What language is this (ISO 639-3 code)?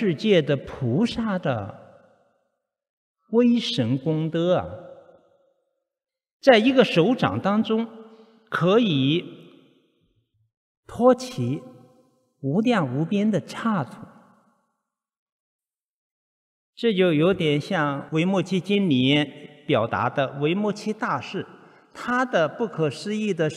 zho